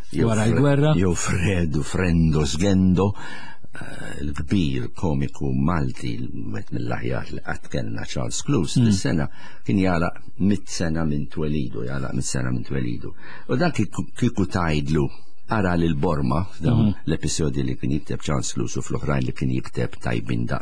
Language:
Maltese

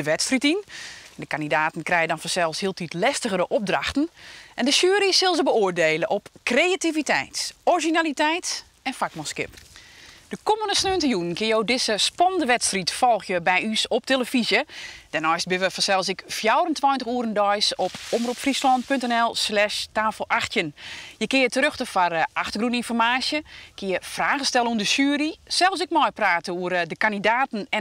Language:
Western Frisian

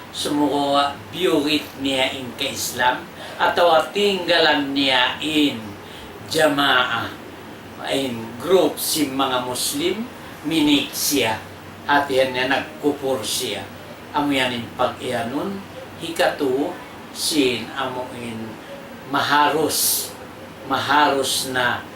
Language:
Tausug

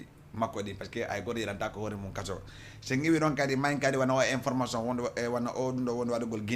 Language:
Fula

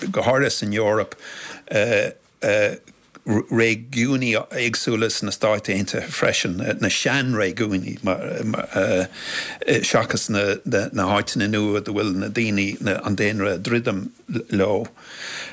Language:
Irish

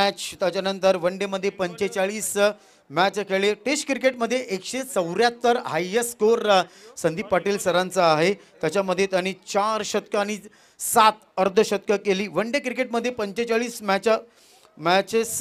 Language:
Marathi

